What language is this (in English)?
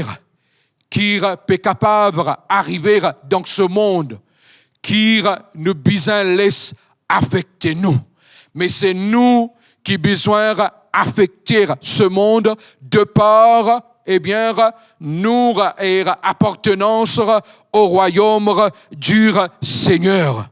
Morisyen